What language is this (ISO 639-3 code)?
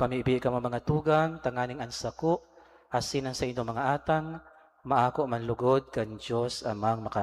bik